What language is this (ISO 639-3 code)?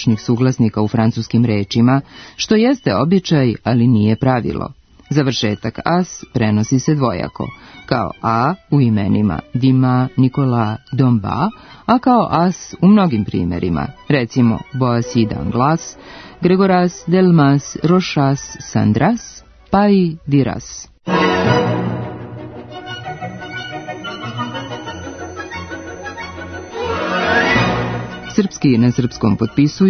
srp